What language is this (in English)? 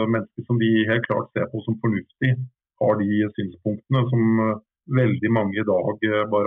Norwegian